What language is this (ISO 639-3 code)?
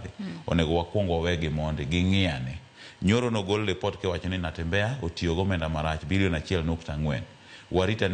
luo